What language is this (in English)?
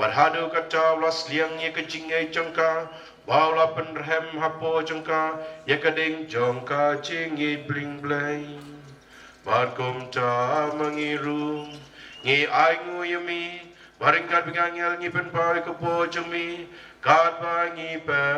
Khasi